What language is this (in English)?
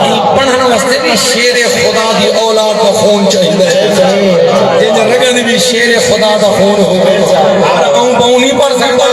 Saraiki